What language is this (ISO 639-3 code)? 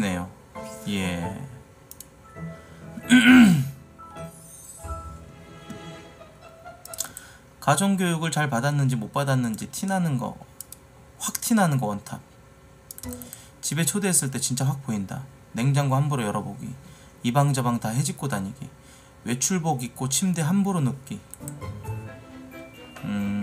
kor